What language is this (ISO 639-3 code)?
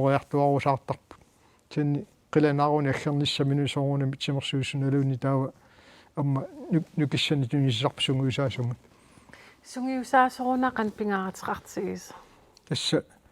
kal